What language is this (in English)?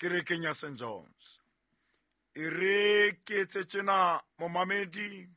Southern Sotho